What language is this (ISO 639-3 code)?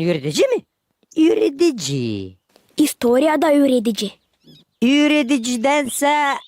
gag